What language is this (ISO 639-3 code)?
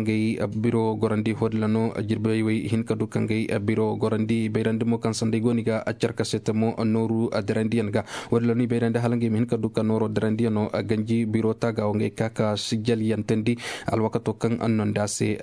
ses